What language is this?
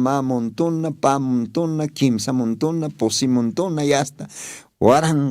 Aymara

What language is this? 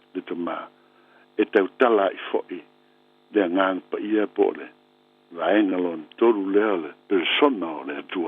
Samoan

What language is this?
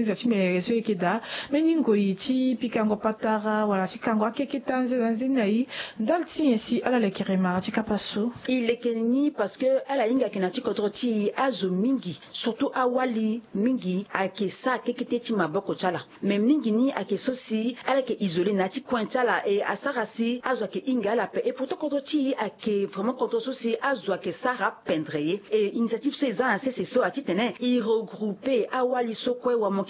Sango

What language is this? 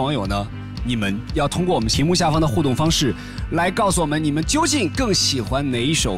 Chinese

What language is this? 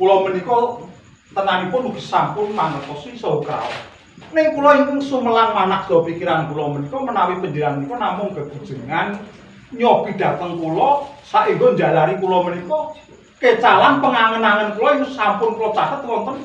Javanese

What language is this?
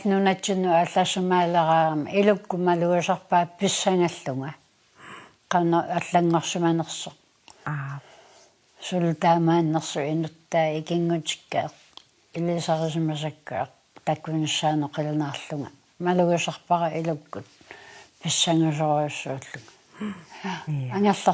Kalaallisut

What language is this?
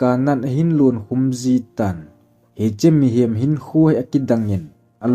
Thado Chin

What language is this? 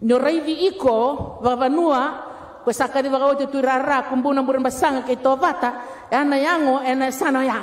Fijian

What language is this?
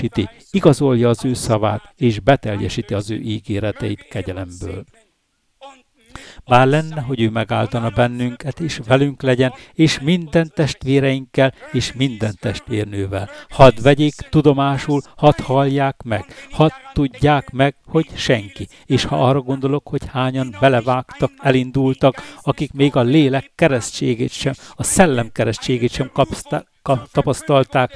Hungarian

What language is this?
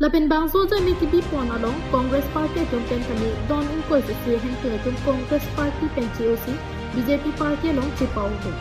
Karbi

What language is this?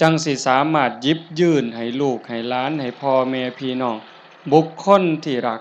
Northeastern Thai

